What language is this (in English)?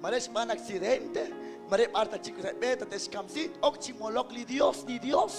Kekchí